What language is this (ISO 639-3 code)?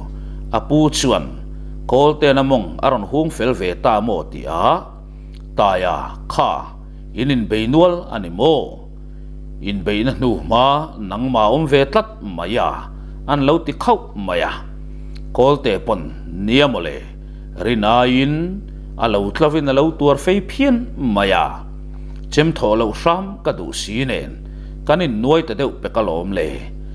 lus